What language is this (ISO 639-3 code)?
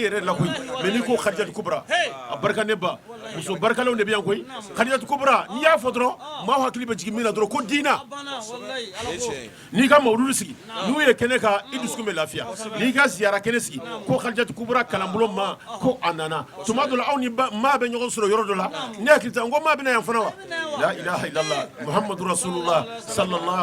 bam